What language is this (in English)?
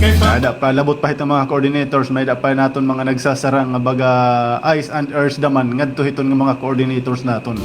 Waray